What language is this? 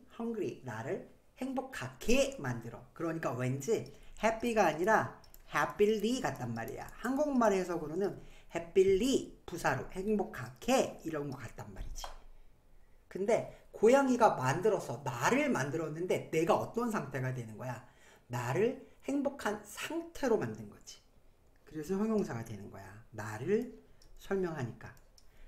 Korean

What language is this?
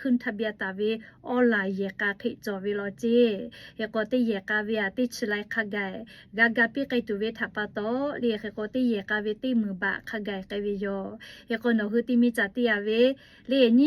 Lahu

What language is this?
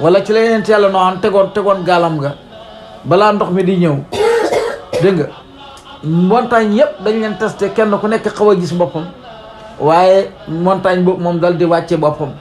Wolof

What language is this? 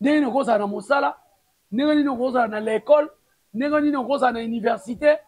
Lingala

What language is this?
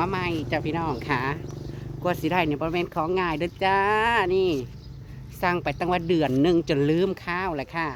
Northeastern Thai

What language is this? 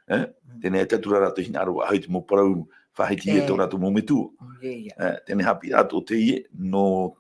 Tahitian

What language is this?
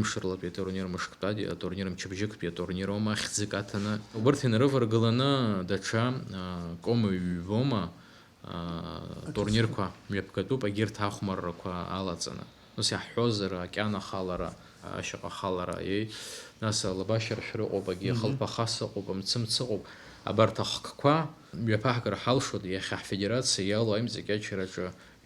Abkhazian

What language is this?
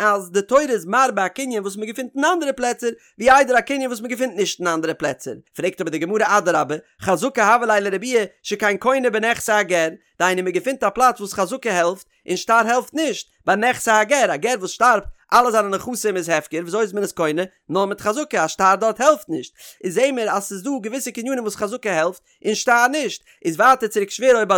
Yiddish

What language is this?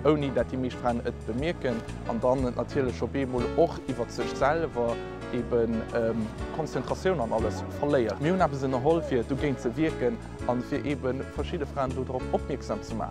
Luxembourgish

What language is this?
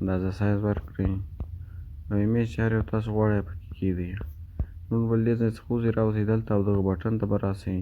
Pashto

